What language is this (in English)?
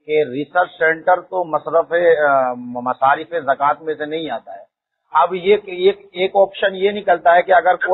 Urdu